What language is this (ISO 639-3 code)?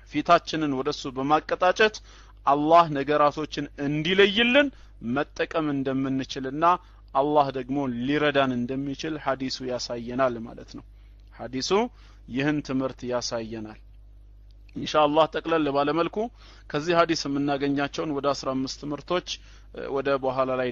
amh